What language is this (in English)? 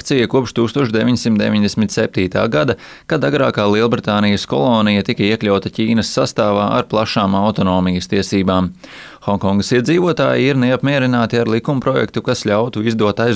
Latvian